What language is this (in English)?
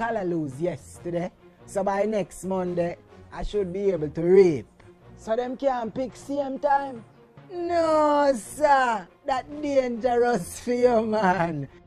Jamaican Creole English